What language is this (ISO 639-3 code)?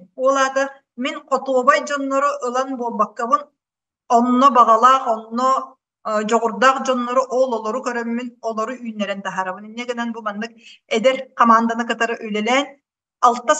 sah